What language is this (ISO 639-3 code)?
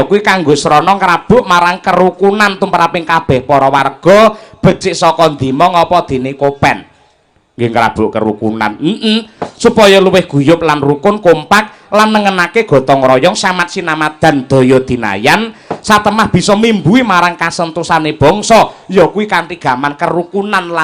jav